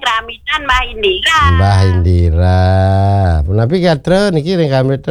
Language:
Balinese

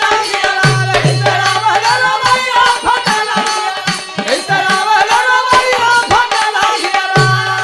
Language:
Bhojpuri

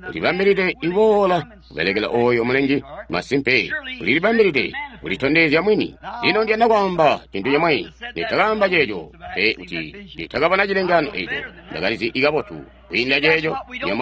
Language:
Tonga (Zambia)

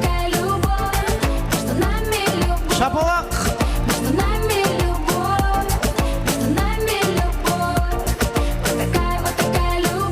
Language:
Kara-Kalpak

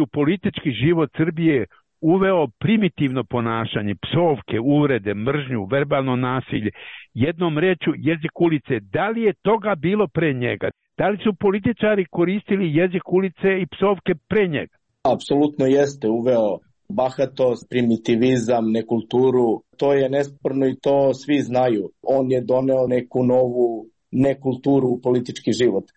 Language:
Serbian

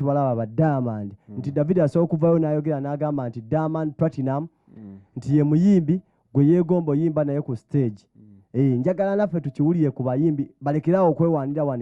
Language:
Ganda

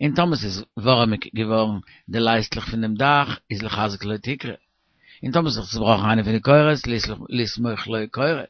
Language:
Yiddish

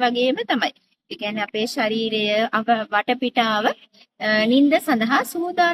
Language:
Sinhala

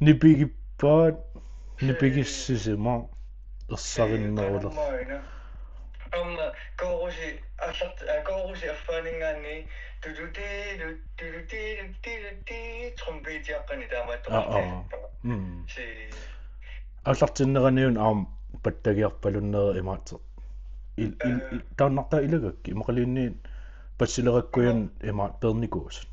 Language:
Kalaallisut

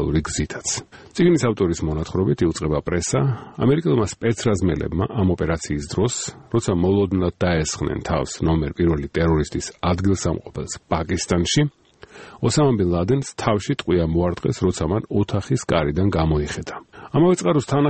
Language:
Georgian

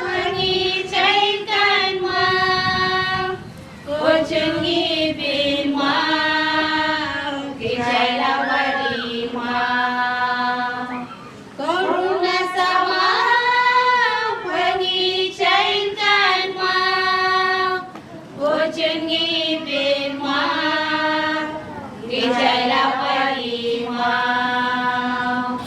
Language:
Pohnpeian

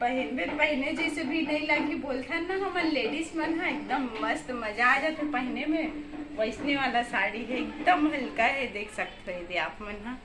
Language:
Chhattisgarhi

